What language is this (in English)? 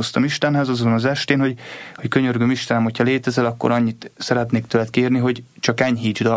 Hungarian